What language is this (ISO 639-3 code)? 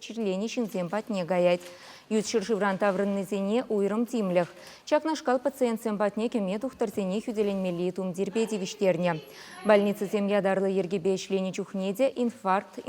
chv